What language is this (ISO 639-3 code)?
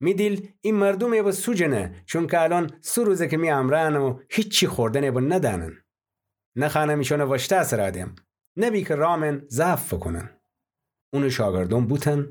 glk